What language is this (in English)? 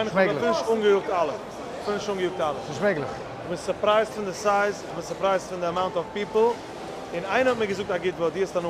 Yiddish